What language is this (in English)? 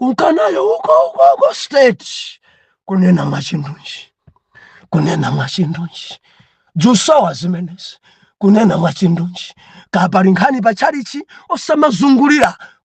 Nyanja